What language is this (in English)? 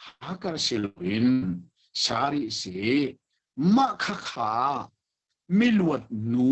Hakha Chin